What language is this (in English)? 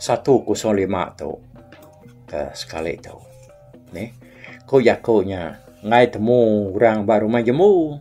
Iban